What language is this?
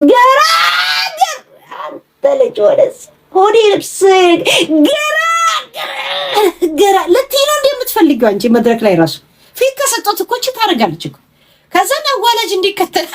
Amharic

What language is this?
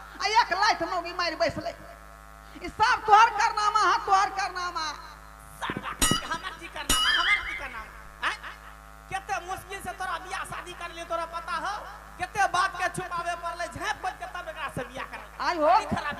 Maithili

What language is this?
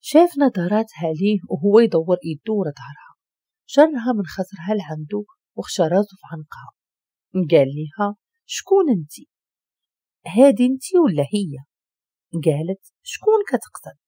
Moroccan Arabic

